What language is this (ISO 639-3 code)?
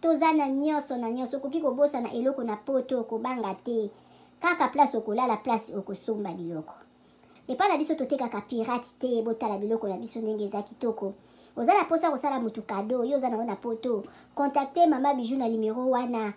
lin